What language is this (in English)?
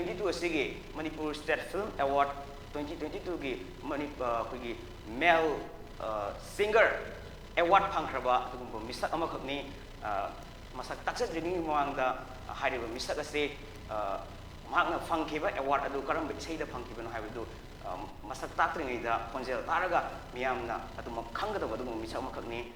Manipuri